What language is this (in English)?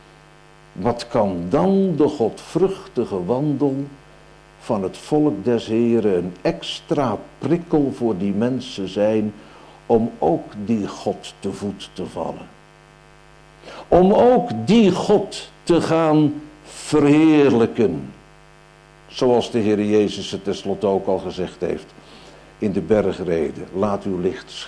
Dutch